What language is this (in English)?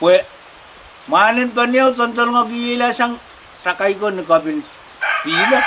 Pohnpeian